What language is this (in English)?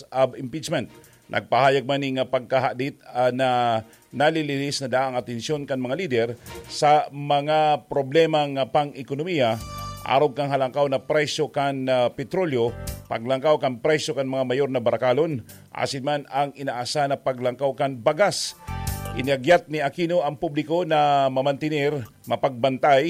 Bikol